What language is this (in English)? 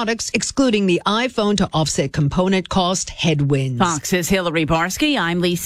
English